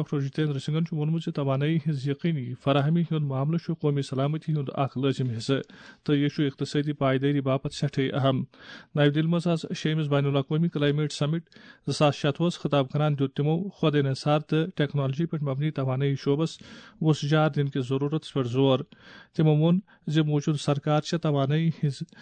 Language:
Kashmiri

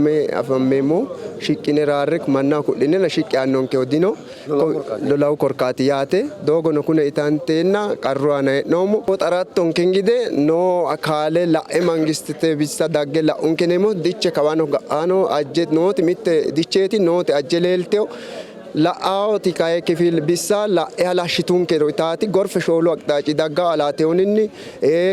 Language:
Sidamo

